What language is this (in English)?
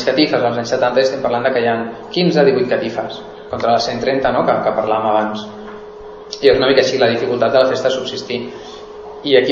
Catalan